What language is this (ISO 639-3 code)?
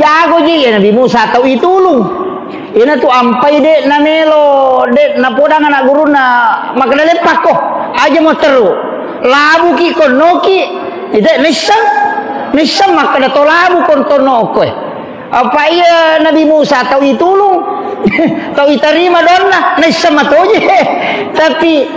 bug